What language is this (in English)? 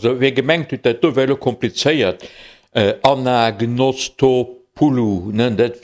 Luxembourgish